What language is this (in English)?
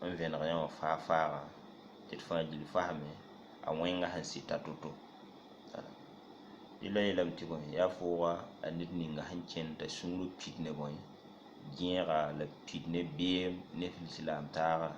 Mossi